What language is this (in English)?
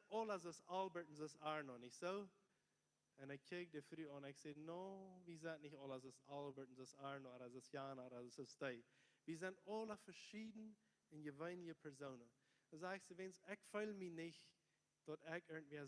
Plautdietsch